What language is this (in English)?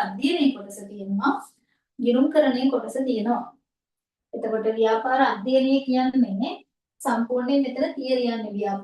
Sinhala